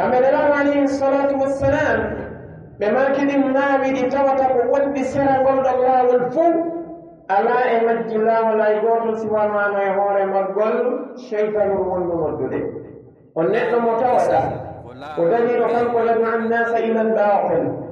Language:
Pular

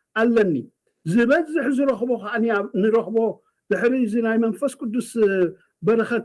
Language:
Tigrinya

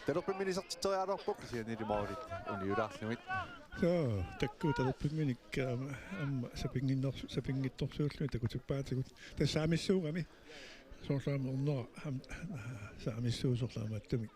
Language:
Kalaallisut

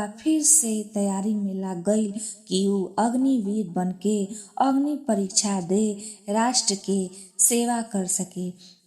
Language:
Bhojpuri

